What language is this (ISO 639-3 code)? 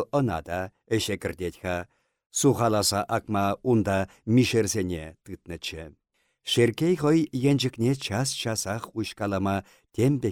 chv